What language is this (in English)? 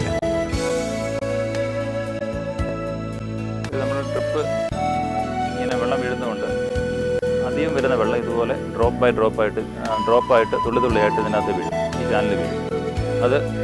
Malayalam